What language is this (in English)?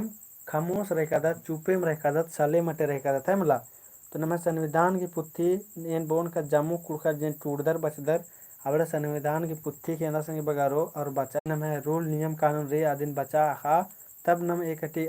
Kurukh